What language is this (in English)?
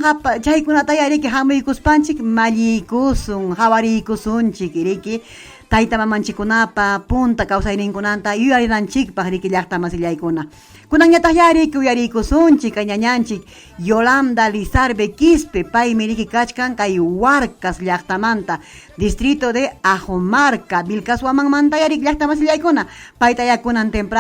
Ayacucho Quechua